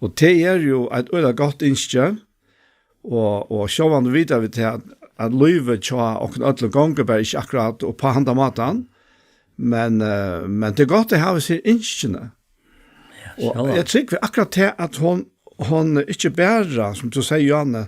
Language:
Faroese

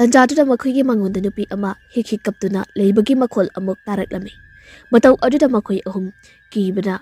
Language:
Manipuri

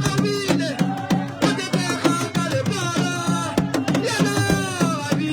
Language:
Northern Sotho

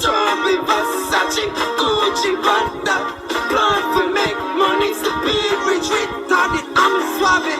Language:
Jamaican Creole English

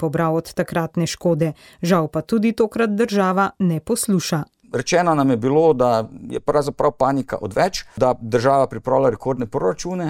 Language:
Slovenian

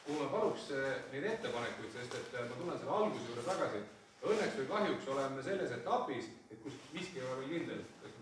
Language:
Estonian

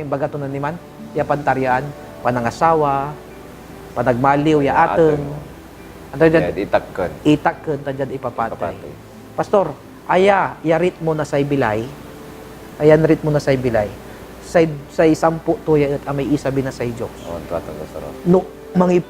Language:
Pangasinan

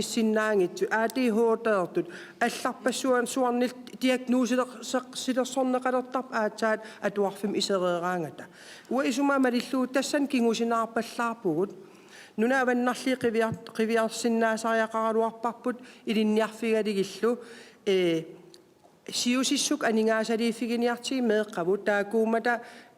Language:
Kalaallisut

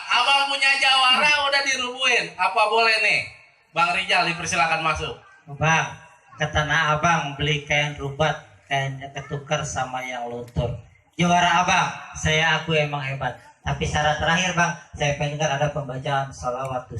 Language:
Betawi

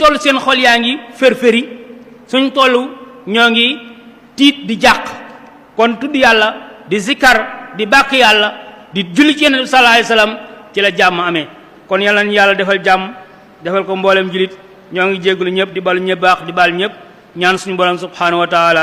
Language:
Wolof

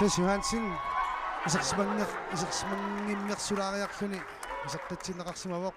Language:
Kalaallisut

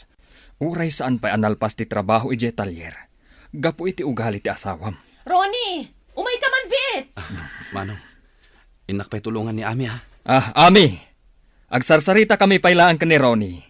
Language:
Iloko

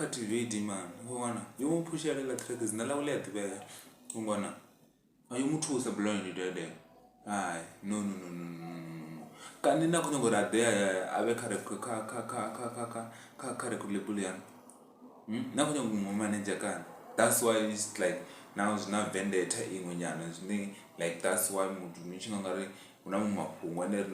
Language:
Venda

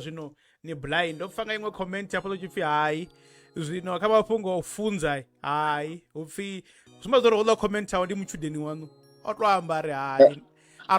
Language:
Venda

